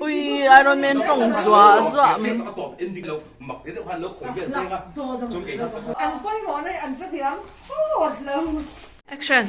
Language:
Mizo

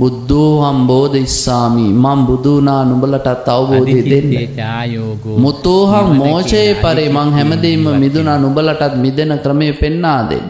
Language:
Sinhala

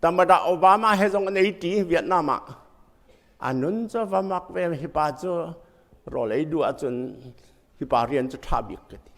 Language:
Hakha Chin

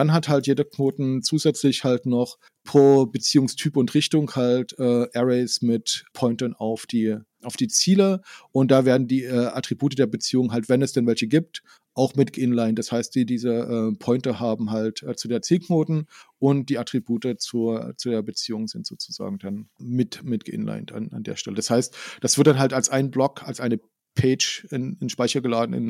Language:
German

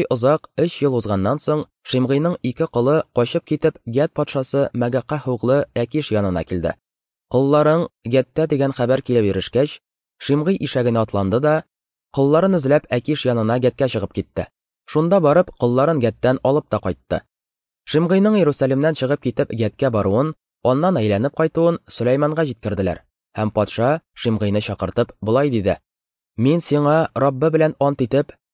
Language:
Tatar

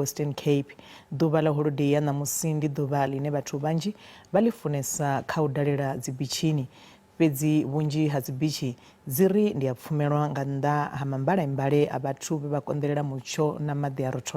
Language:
Venda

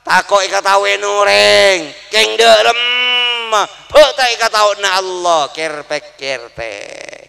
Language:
Madurese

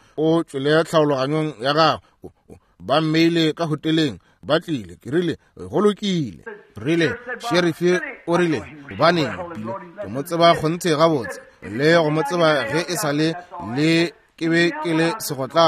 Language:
Northern Sotho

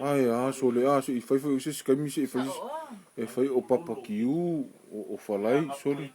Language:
Samoan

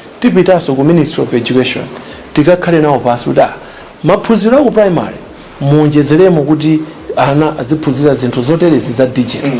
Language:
Nyanja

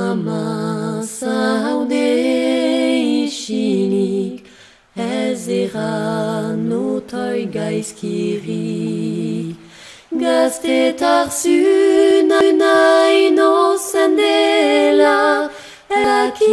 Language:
Basque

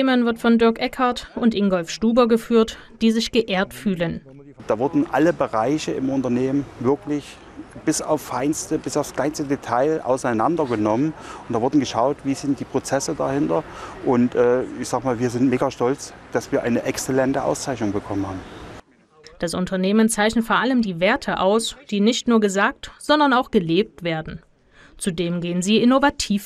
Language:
German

